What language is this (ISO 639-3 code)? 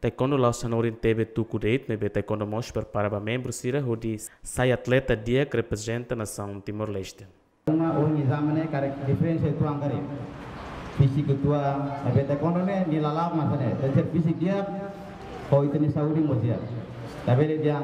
tet